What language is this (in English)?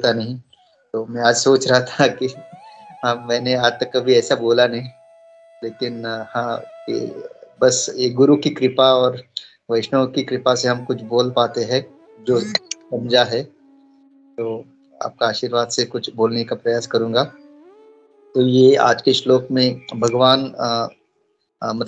Hindi